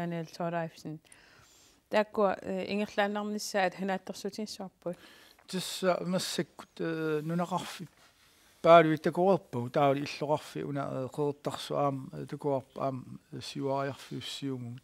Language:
Kalaallisut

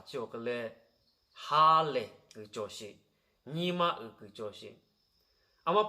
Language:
Lahu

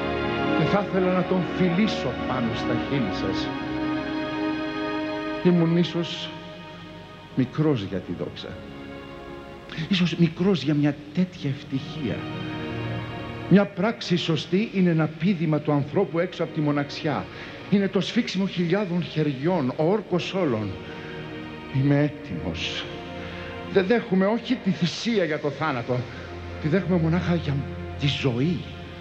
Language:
Greek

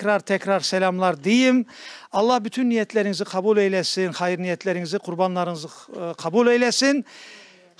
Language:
Crimean Tatar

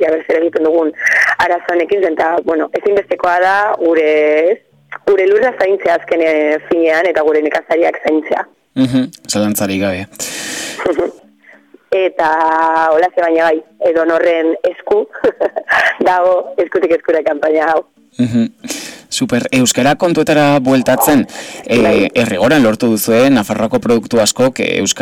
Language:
Basque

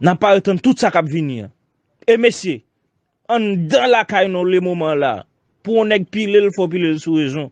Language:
Haitian Creole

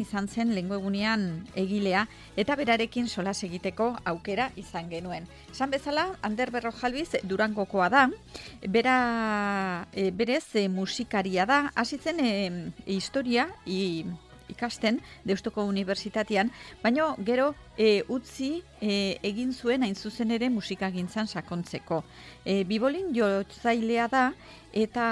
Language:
Basque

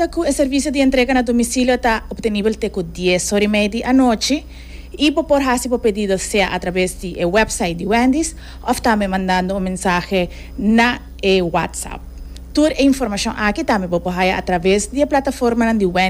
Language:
Papiamento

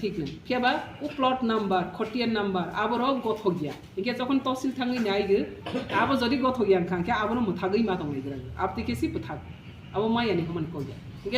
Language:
Riang (India)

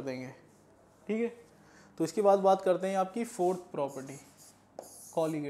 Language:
Hindi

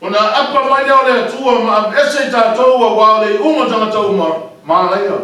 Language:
Samoan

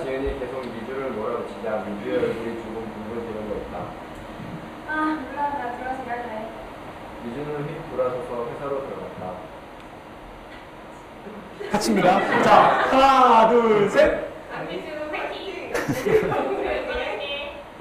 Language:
Korean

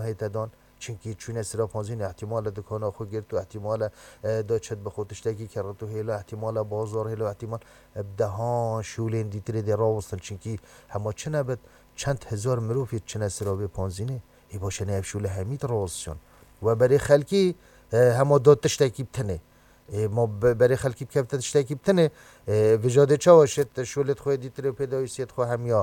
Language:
Kurdish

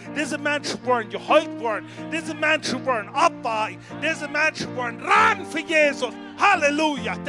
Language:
Plautdietsch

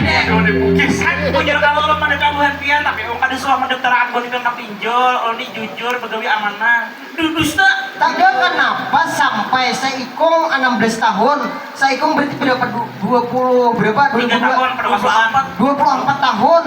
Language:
Banjar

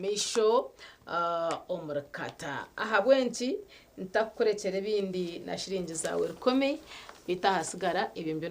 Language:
Nyankole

